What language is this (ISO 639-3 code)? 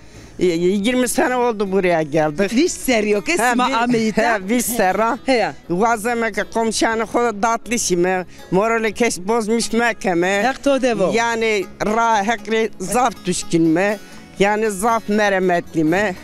zza